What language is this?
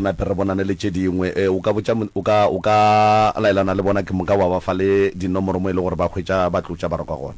Northern Sotho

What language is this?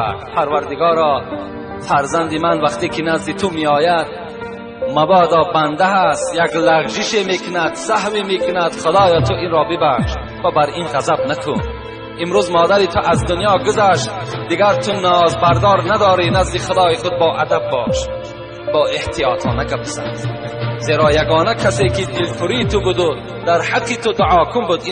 Tajik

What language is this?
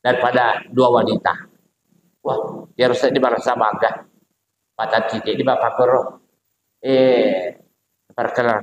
Buginese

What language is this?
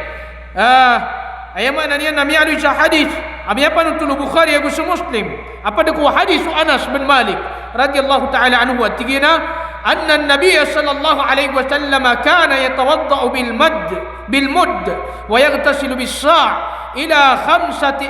Maranao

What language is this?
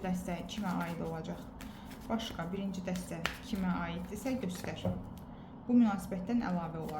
Azerbaijani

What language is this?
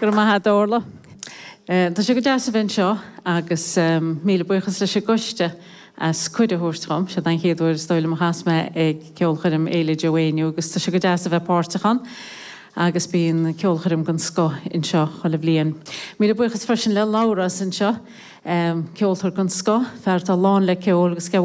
Irish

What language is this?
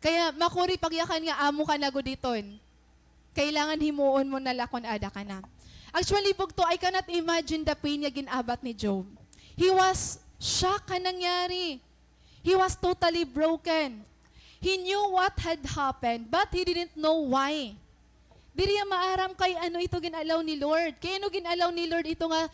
Waray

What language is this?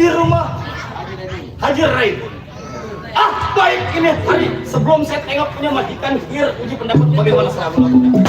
Betawi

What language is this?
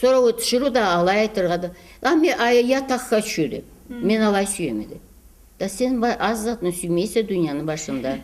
Karachay-Balkar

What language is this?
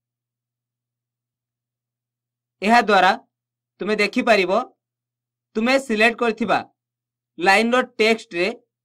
Odia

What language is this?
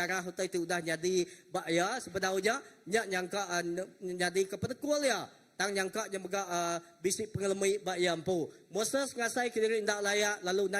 Iban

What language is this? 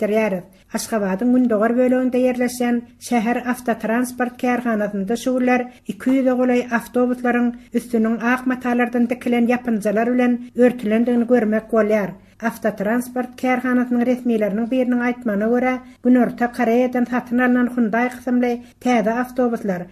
Turkmen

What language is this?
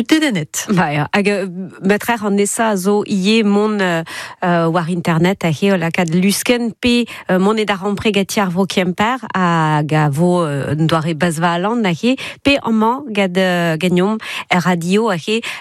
Breton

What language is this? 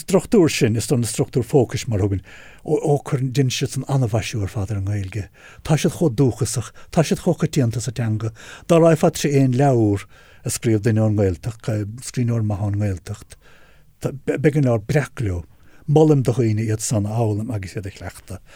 Irish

